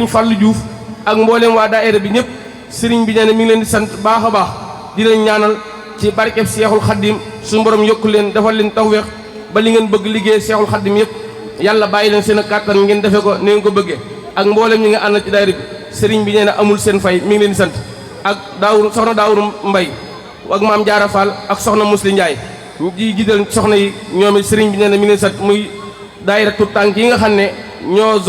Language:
Wolof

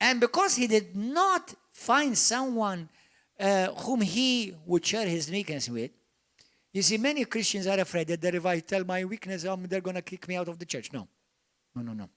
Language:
English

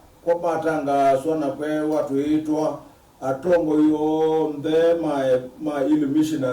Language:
Kamba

